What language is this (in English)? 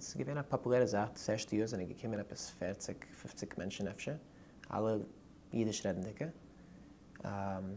Yiddish